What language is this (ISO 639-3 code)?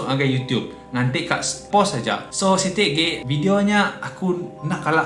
iba